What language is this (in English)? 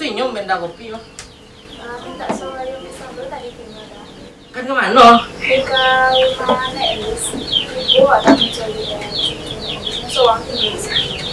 Minangkabau